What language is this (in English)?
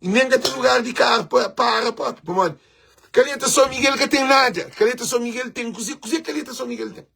Kabuverdianu